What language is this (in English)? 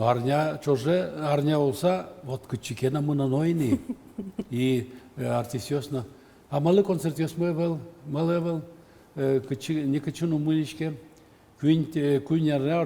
Udmurt